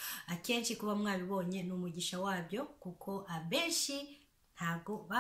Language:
Kinyarwanda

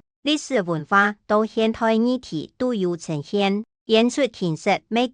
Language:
Hakka Chinese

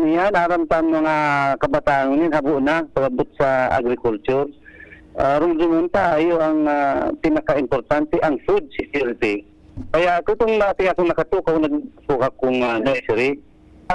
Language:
Bikol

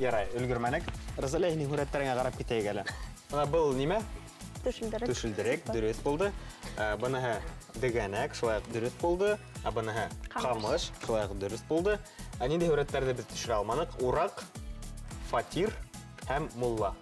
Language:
Bashkir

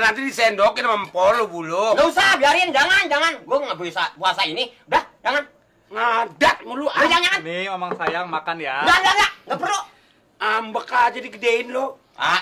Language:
Betawi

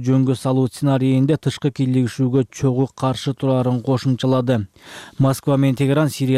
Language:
Kyrgyz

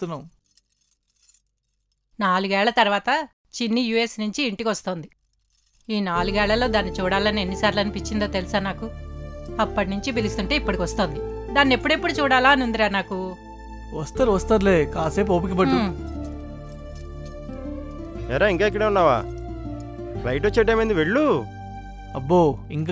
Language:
Telugu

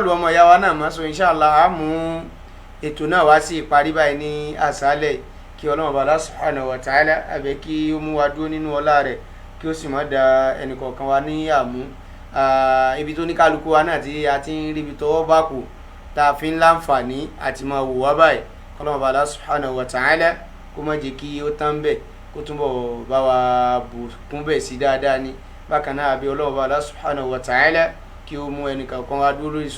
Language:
Yoruba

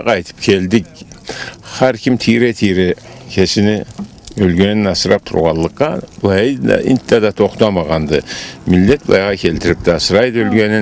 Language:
Karachay-Balkar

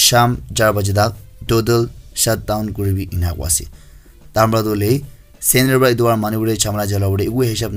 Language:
Naga Pidgin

